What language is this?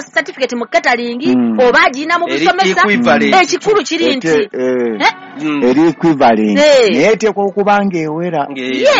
Ganda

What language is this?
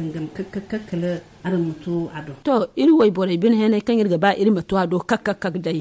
Zarma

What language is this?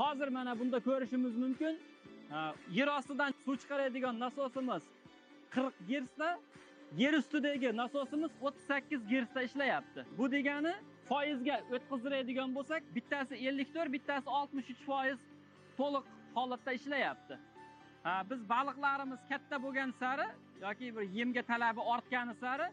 Uzbek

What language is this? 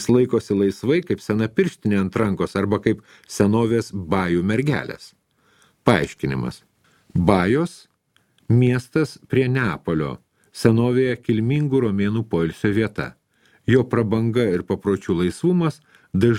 Lithuanian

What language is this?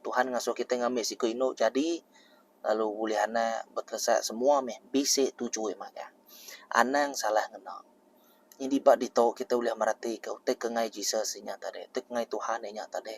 Iban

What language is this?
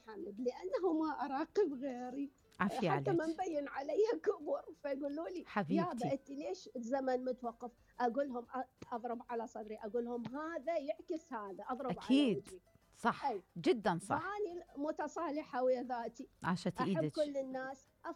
Mesopotamian Arabic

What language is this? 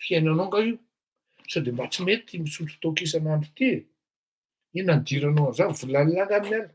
Malagasy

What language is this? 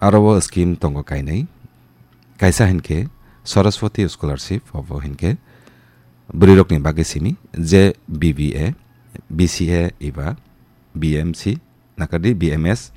Kok Borok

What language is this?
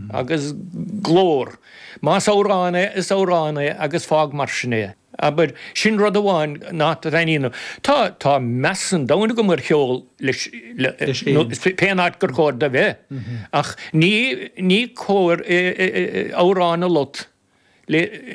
Irish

